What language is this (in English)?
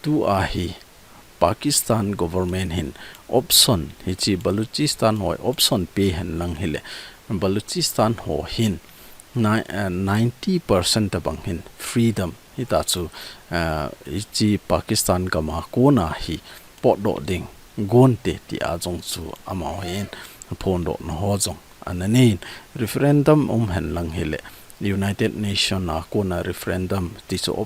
Thado Chin